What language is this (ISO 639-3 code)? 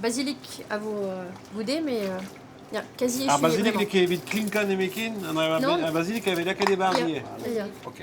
bre